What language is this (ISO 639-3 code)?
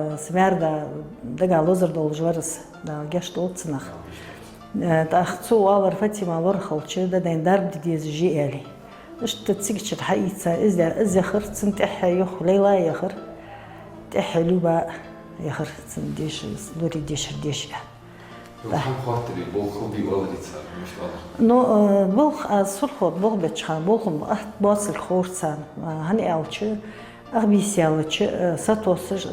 inh